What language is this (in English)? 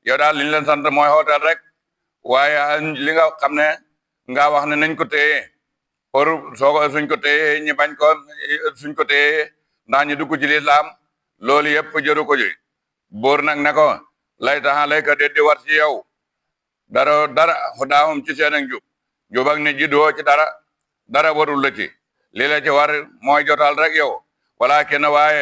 Wolof